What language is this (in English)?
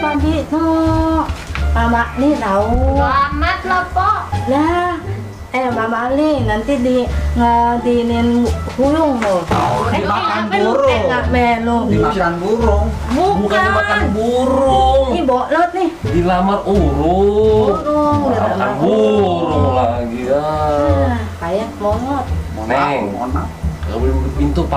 Betawi